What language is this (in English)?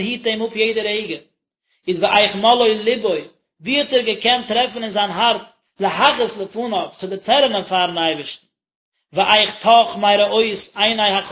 Yiddish